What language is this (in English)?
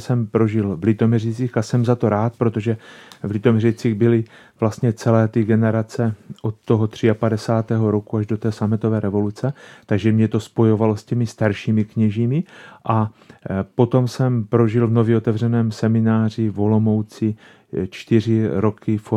Czech